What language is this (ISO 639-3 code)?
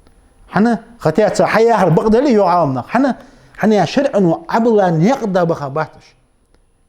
inh